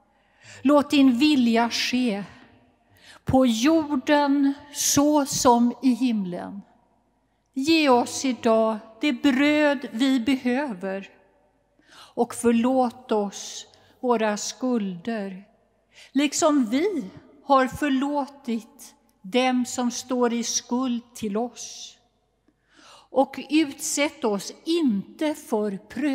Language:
Swedish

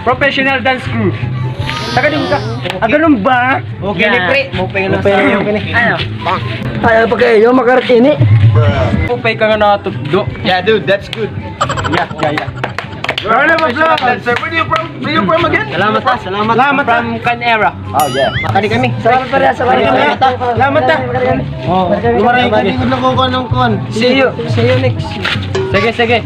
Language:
Waray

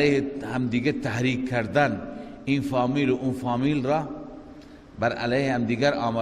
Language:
Persian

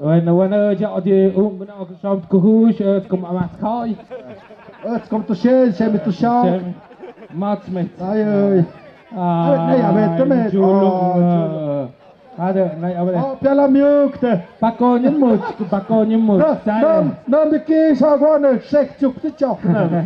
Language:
Tlahuitoltepec Mixe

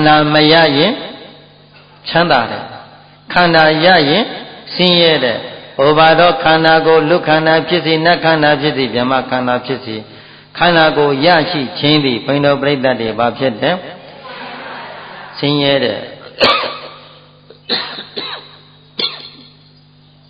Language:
Burmese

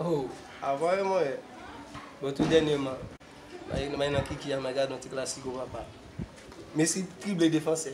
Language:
Haitian Creole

